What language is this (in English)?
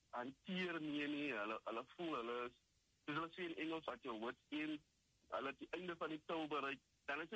Afrikaans